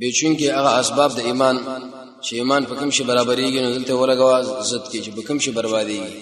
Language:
Pashto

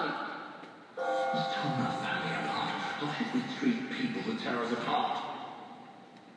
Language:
English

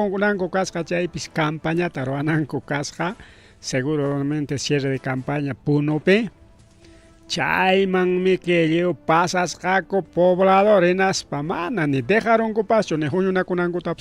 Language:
Ayacucho Quechua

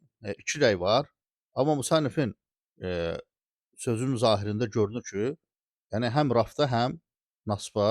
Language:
Azerbaijani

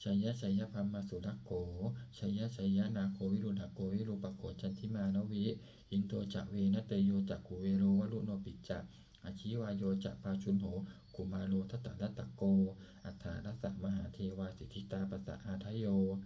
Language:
Pali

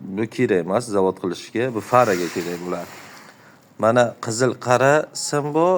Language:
Uzbek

